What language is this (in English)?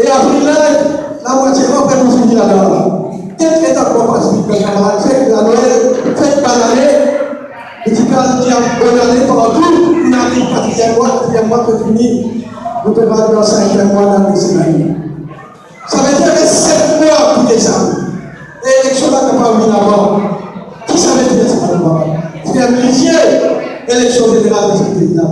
Morisyen